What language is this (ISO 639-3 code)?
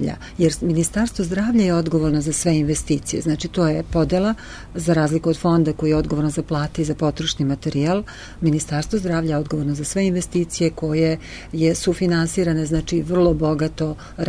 srp